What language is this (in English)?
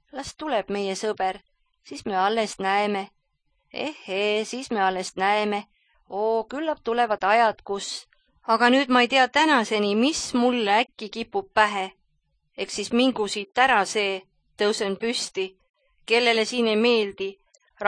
Estonian